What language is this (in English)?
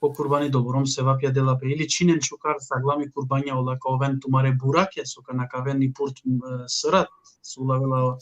Balkan Romani